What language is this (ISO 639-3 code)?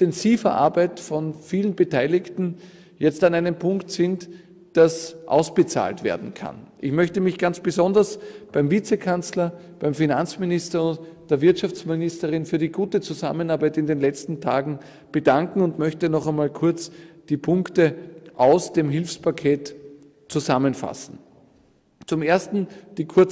deu